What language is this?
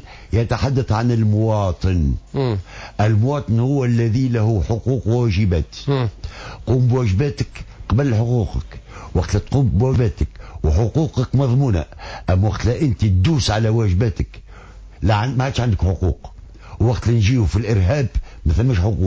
Tunisian Arabic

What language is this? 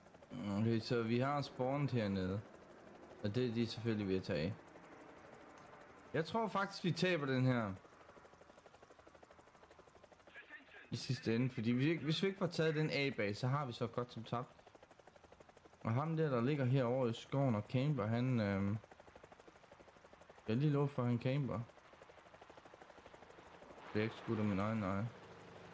Danish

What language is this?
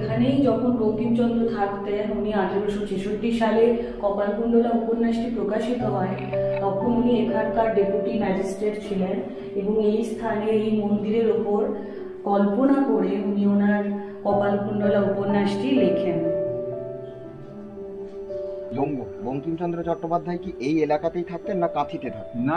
Bangla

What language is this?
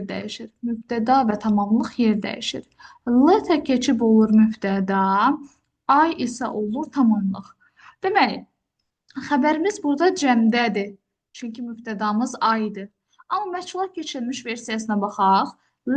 Azerbaijani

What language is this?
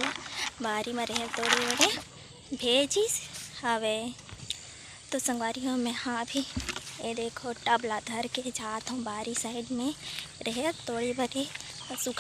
Chhattisgarhi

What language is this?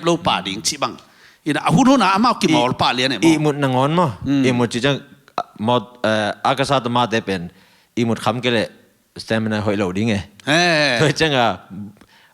Tedim Chin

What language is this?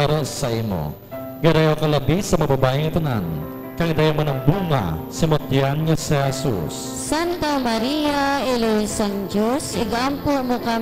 Hiligaynon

